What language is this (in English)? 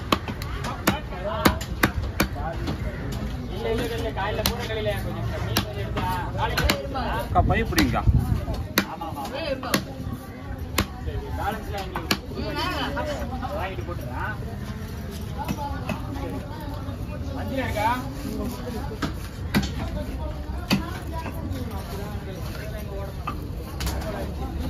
Tamil